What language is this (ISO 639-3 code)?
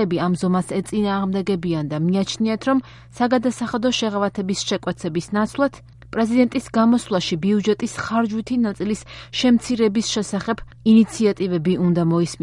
kat